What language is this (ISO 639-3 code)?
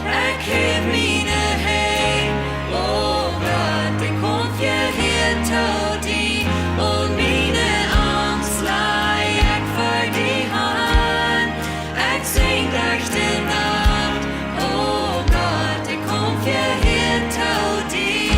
pdt